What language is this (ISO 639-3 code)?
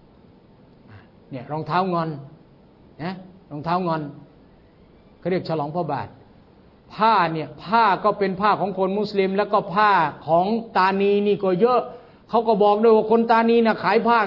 tha